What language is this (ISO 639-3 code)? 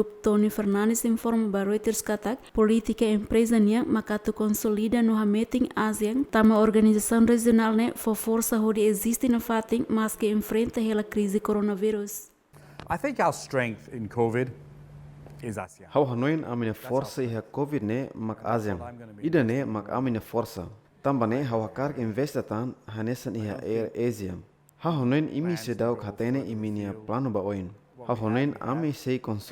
tet